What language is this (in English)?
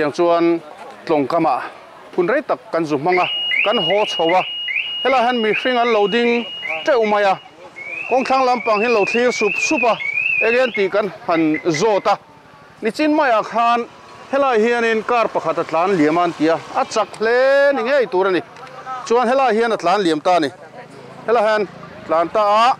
Mizo